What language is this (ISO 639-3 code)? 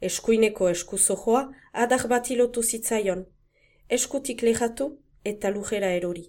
eus